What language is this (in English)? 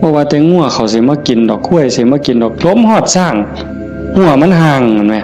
Northeastern Thai